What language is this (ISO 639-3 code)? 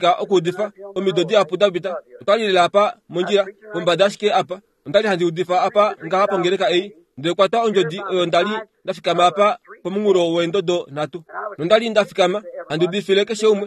kua